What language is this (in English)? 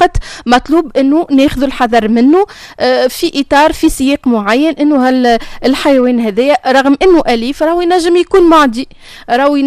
Tunisian Arabic